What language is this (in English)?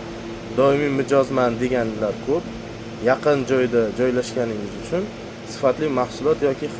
Uzbek